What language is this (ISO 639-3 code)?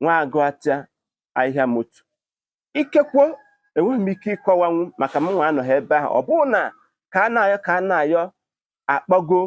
ibo